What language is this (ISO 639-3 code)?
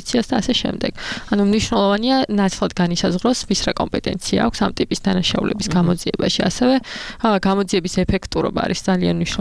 kat